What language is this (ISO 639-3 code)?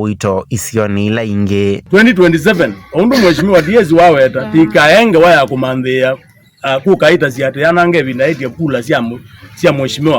kam